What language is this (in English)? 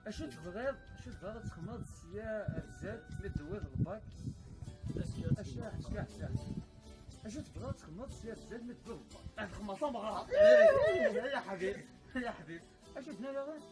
Kabyle